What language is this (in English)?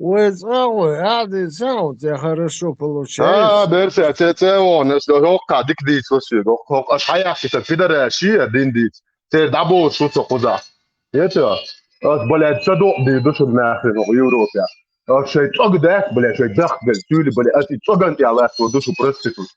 Chechen